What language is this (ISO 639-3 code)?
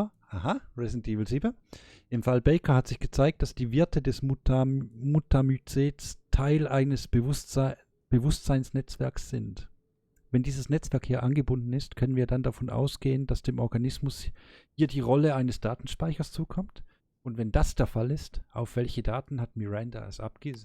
gsw